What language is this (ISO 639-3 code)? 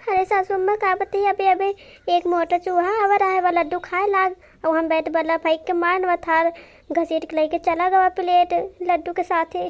awa